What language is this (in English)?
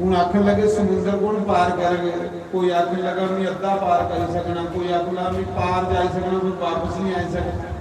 Dogri